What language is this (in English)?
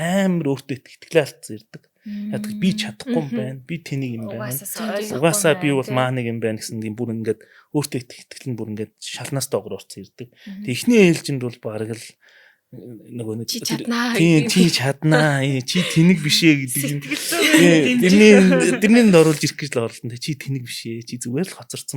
Mongolian